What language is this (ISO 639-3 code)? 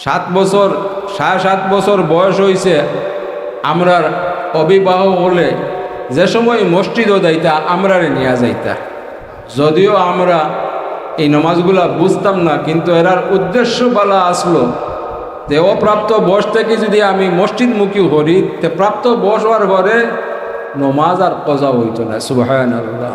syl